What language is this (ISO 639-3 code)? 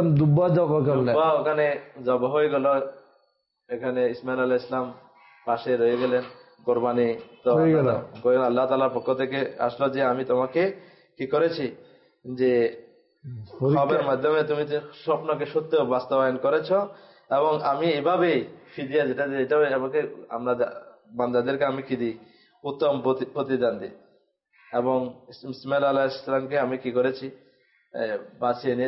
ben